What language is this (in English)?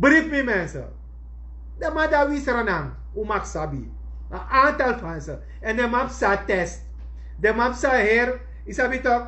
Sranan Tongo